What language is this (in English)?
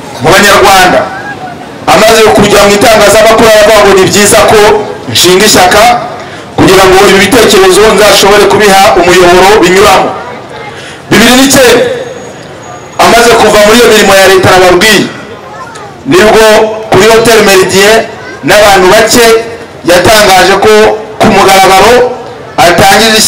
Kinyarwanda